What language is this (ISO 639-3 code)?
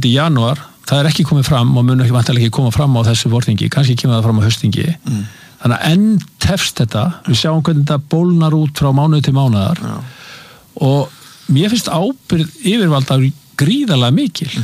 isl